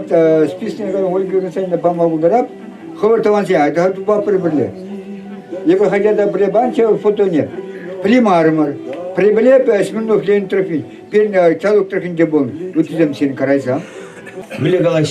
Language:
Chuvash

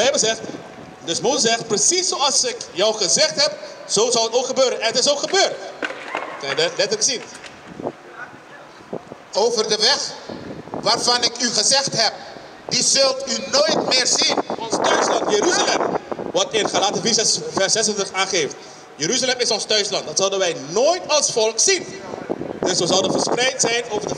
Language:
Dutch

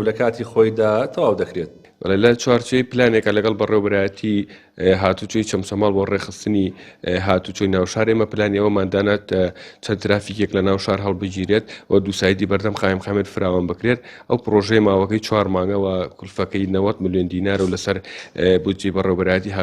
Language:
Central Kurdish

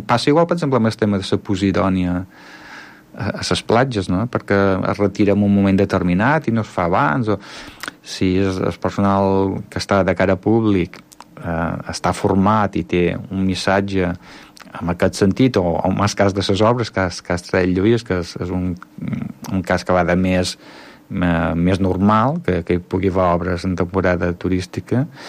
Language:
Catalan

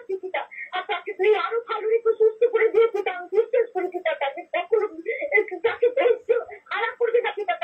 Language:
Bangla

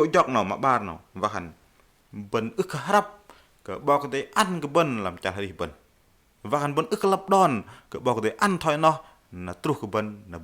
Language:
Bahnar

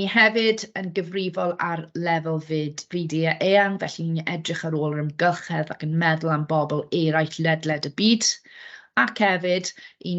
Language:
Welsh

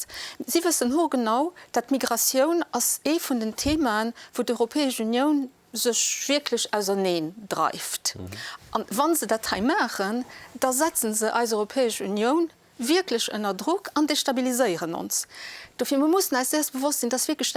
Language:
Luxembourgish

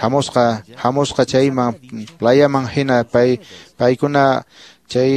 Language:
Quechua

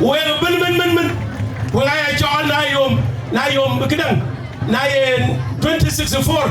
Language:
Dinka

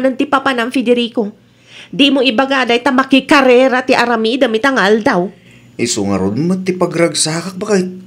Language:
Iloko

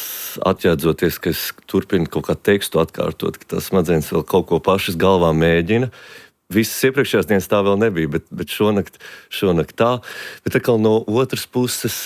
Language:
Latvian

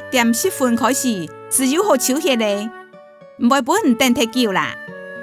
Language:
Hakka Chinese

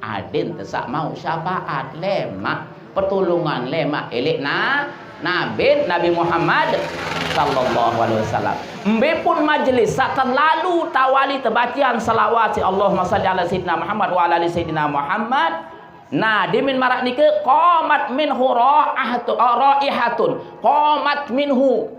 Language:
Sasak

